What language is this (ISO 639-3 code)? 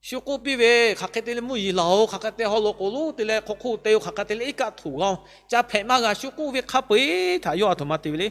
lhu